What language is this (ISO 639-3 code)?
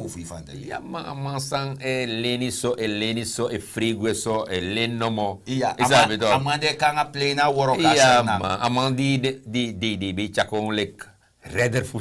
srn